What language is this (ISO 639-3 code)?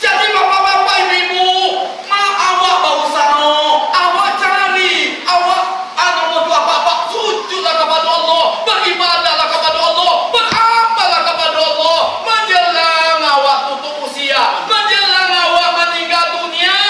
min